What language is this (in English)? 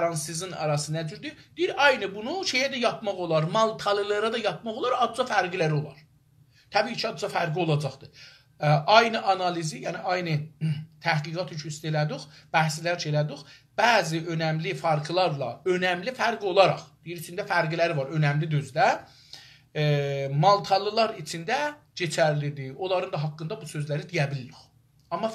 South Azerbaijani